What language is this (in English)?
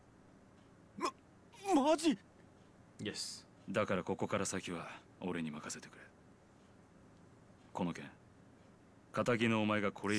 Japanese